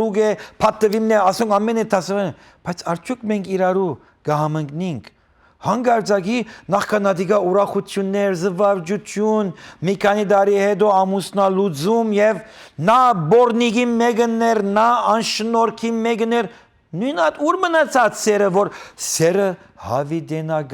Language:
Western Armenian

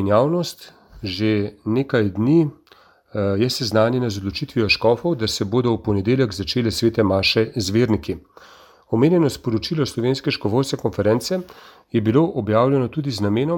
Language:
Slovenian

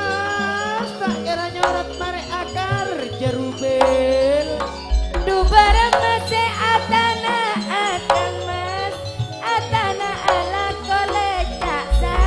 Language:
Madurese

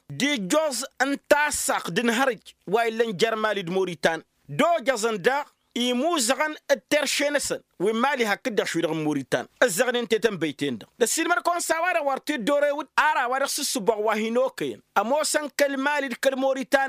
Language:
Tamasheq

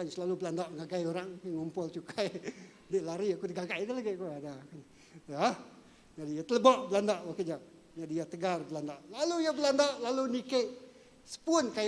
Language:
Iban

